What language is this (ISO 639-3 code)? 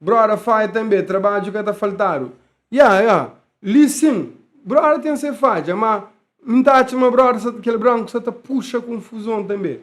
kea